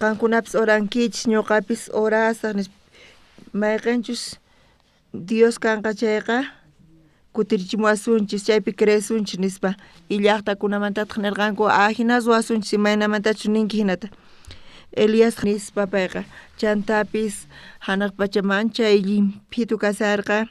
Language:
South Bolivian Quechua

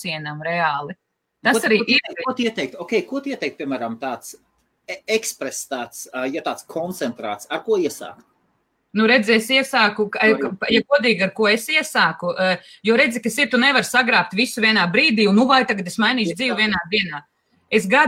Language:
Latvian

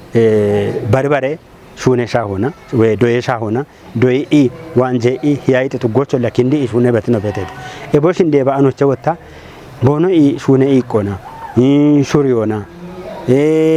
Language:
Kafa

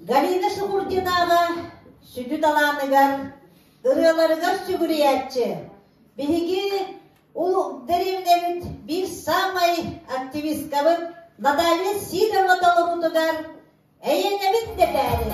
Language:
Yakut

